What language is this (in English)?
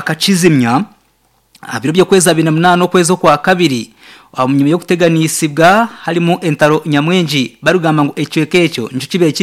Nyankole